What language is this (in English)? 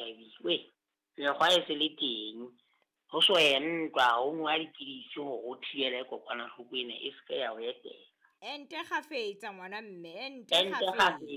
Southern Sotho